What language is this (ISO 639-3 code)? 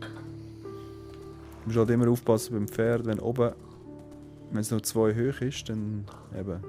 gsw